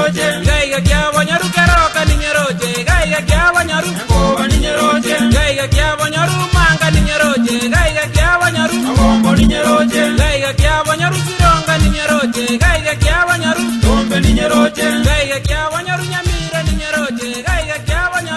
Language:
Gusii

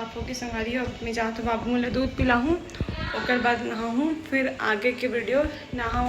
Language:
Chhattisgarhi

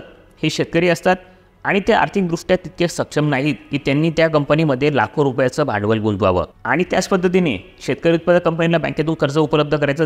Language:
Marathi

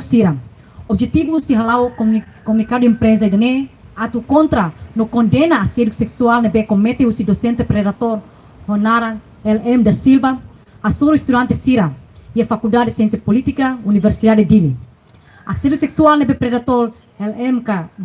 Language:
Tetum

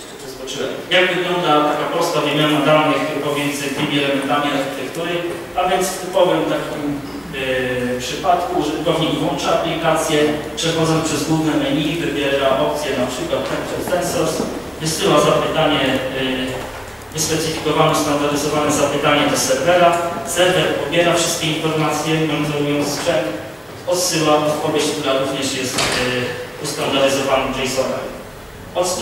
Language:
Polish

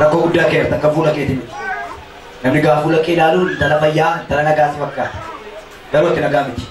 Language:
Oromo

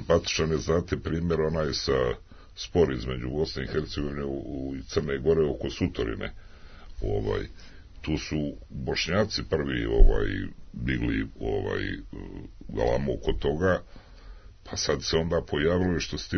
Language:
Serbian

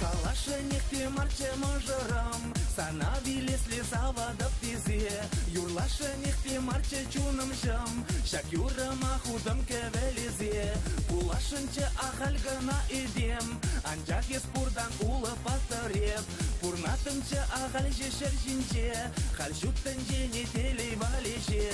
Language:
Chuvash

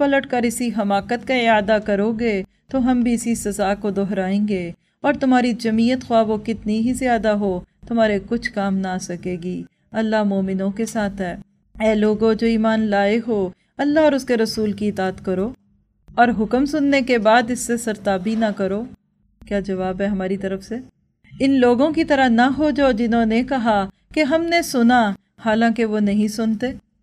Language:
Urdu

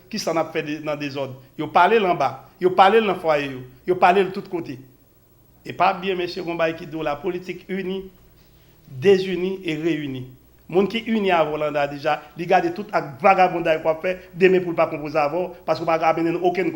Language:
Haitian Creole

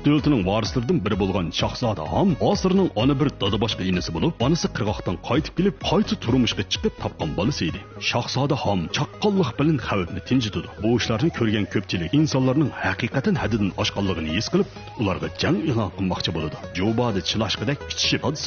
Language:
Uyghur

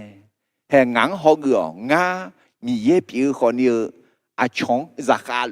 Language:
Akha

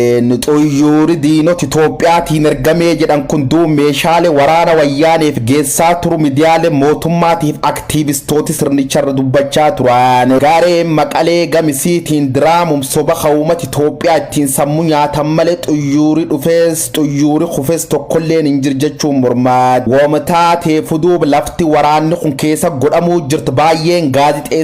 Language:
Oromo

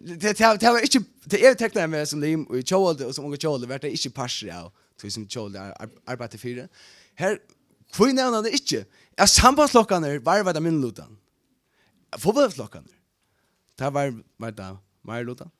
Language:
Faroese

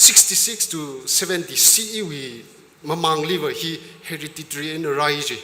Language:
Tangkhul Naga (India)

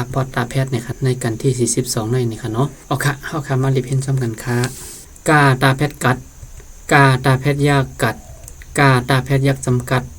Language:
Shan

